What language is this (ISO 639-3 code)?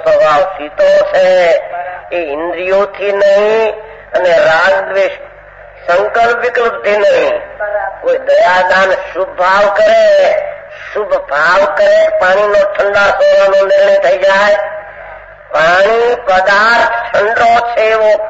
guj